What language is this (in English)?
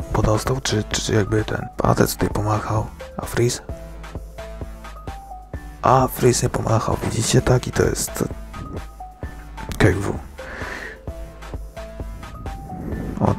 Polish